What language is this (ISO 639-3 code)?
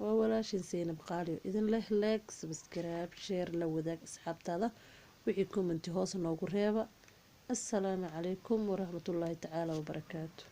som